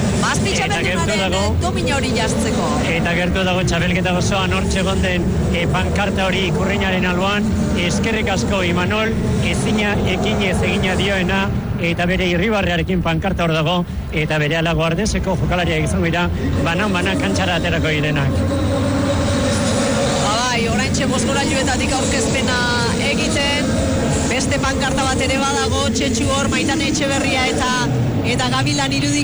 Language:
Basque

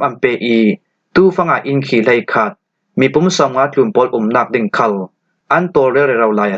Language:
Falam Chin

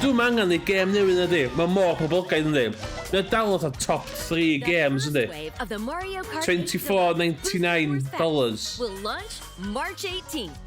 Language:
Welsh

